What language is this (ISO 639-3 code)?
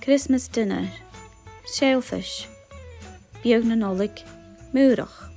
gla